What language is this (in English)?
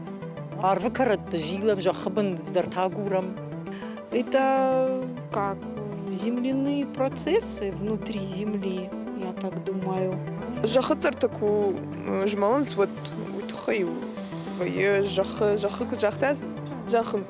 Ossetic